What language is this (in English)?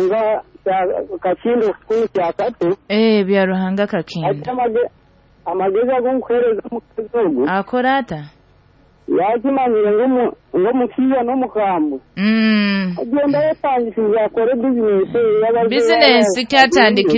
Nyoro